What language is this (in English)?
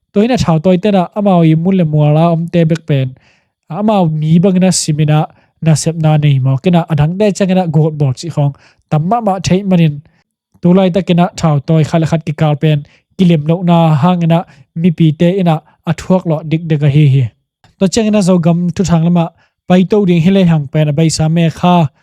Tedim Chin